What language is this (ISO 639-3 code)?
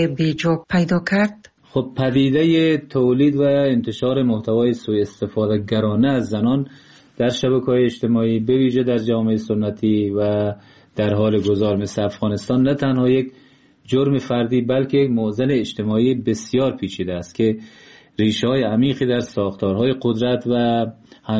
fas